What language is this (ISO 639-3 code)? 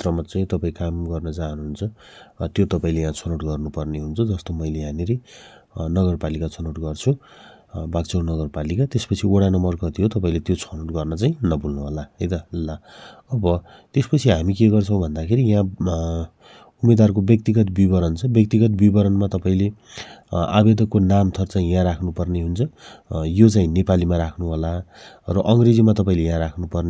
nep